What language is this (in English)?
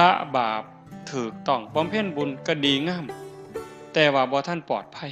Northeastern Thai